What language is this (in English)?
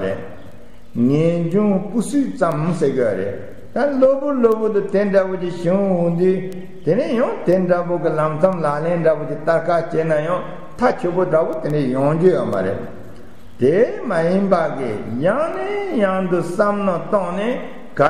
Tibetan